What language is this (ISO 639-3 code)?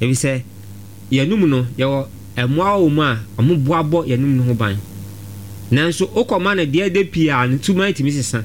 aka